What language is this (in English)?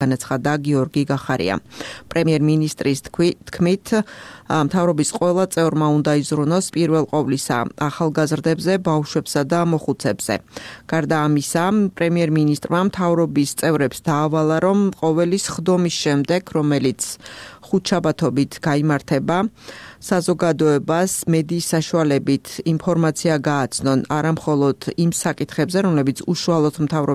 Georgian